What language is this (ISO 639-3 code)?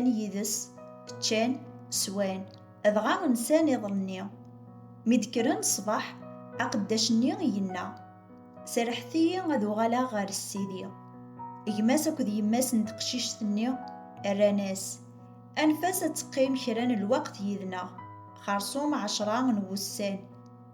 kab